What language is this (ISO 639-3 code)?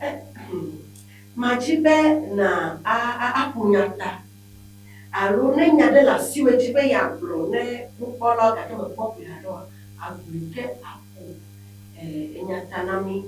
ewe